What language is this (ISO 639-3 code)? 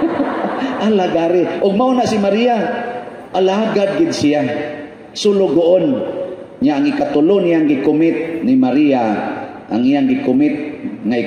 ceb